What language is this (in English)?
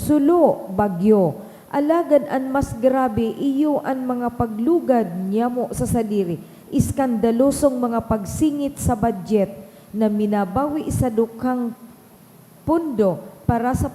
Bikol